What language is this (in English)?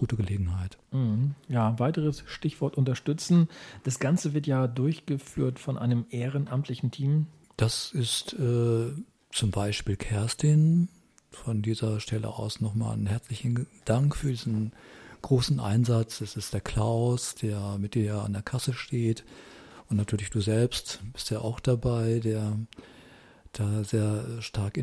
German